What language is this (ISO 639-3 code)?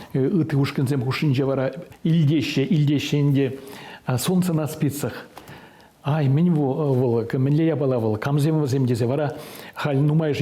chv